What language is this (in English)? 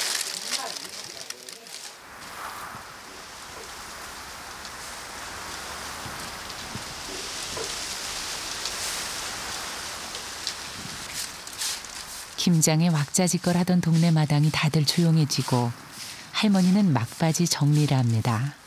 Korean